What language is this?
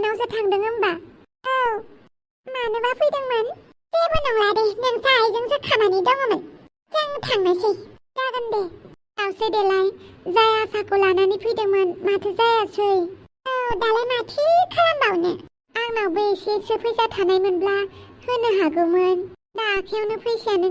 Bodo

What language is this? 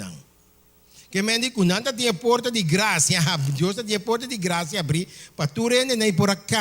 Papiamento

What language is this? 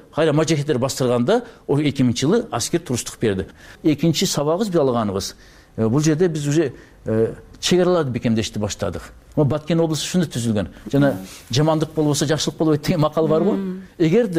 Kyrgyz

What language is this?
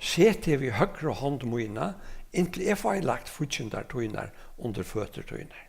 Faroese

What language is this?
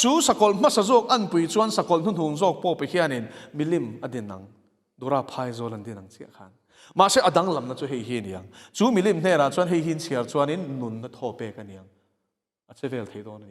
Mizo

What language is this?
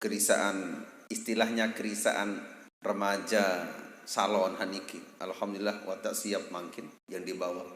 Sasak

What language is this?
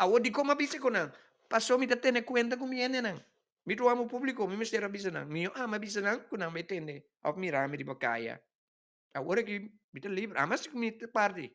Papiamento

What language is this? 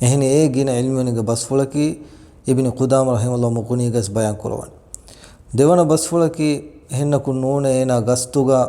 Divehi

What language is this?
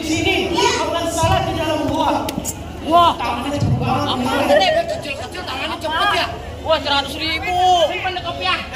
Betawi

